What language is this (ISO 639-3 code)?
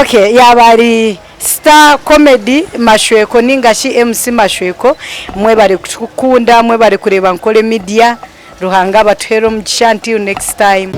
nyn